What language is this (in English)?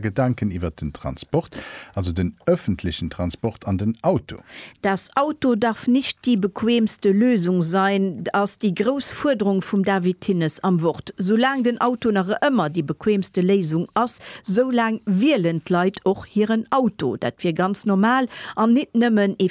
Luxembourgish